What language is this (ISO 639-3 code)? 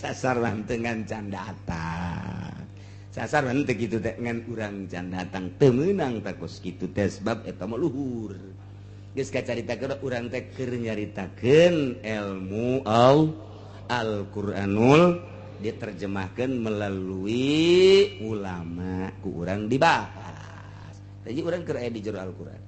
sun